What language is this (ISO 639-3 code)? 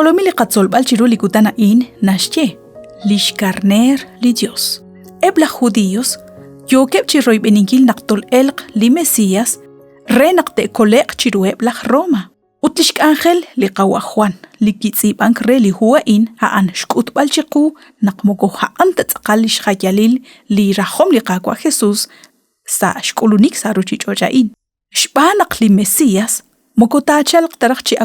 kek